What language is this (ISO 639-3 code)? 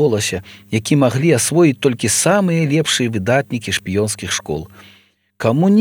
bel